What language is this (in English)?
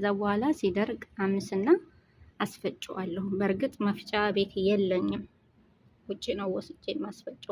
Amharic